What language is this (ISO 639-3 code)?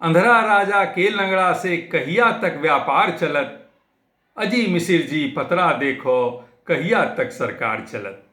mag